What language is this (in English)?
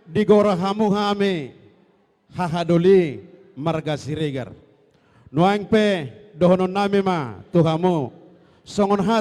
Batak Toba